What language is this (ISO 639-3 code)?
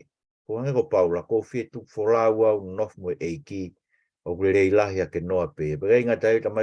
ton